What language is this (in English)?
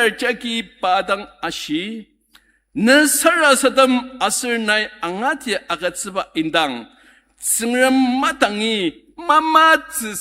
Ao Naga